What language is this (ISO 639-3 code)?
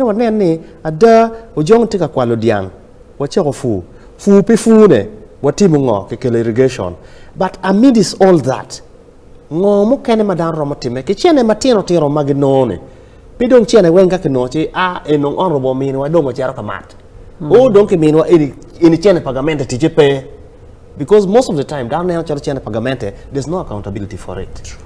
ach